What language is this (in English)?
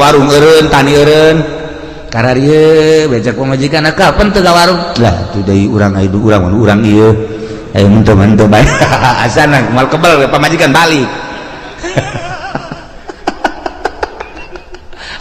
Sundanese